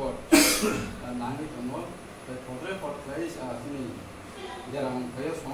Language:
Kok Borok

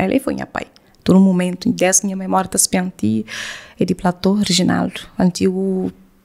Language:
Kabuverdianu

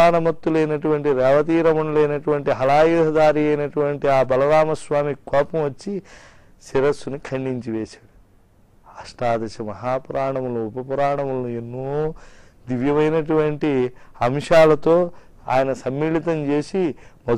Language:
Telugu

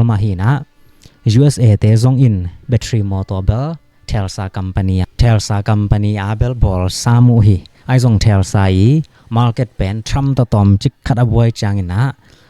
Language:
Tedim Chin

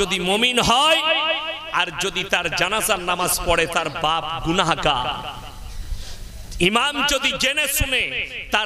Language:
Bangla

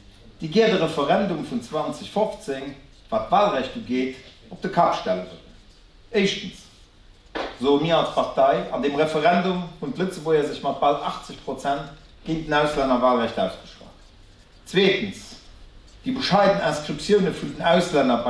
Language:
Luxembourgish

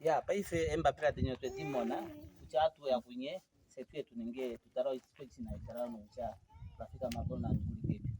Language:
Ndonga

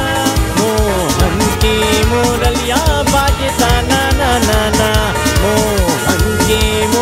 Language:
Bhojpuri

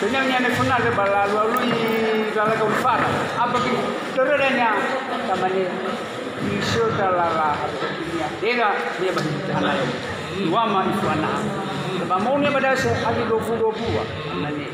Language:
Nias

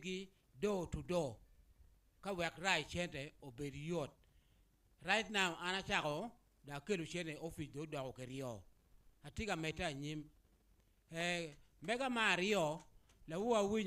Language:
Acoli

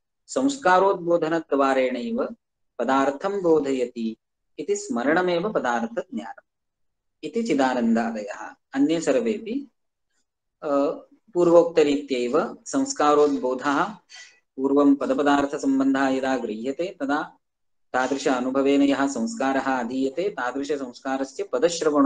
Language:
Sanskrit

